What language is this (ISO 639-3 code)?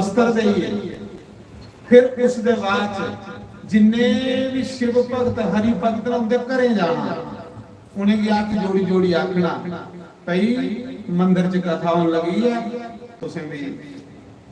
doi